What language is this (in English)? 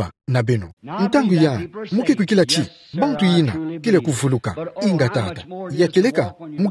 Kituba (Democratic Republic of Congo)